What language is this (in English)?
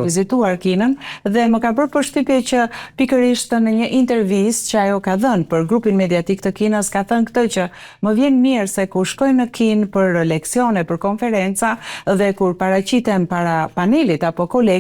Albanian